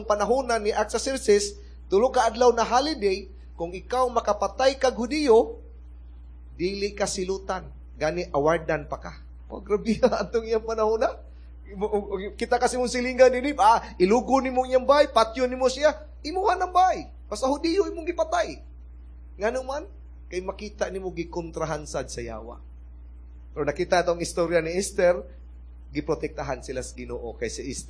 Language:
Cebuano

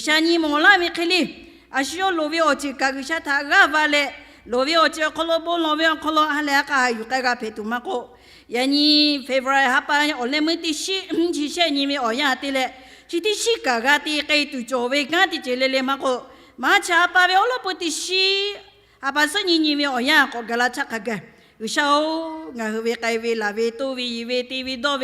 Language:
Lahu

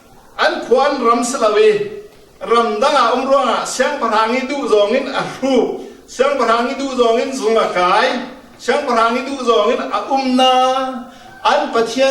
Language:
Falam Chin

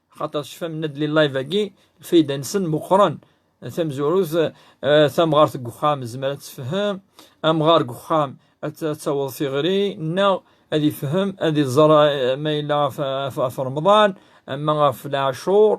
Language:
Kabyle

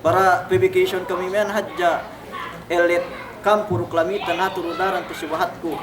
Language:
Yakan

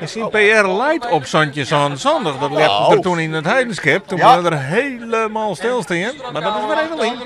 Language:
Western Frisian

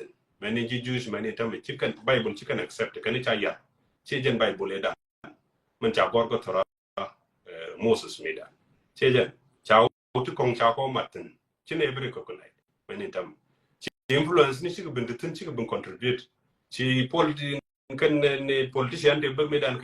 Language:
Nuer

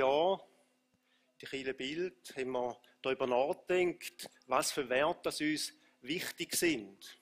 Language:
Swiss German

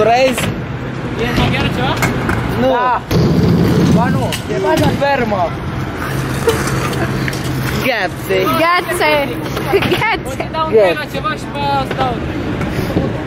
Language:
Romanian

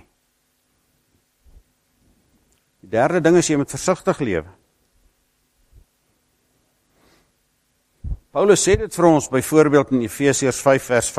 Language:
Afrikaans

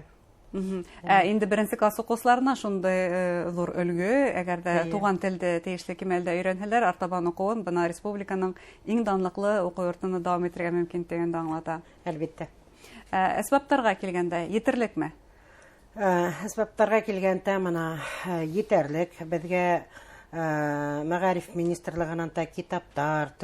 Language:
Bashkir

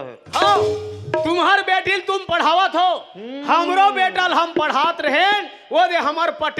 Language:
Chhattisgarhi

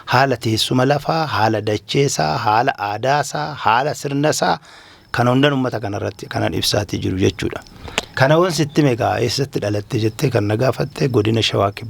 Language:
Oromo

